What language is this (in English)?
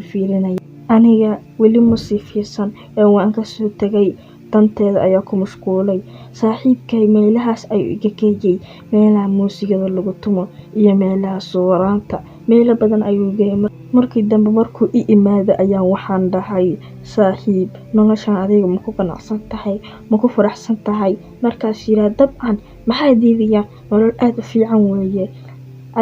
Somali